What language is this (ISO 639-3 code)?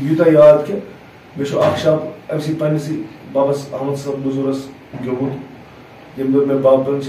kas